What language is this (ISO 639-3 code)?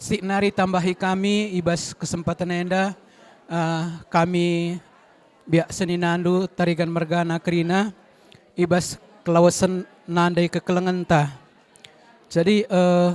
btx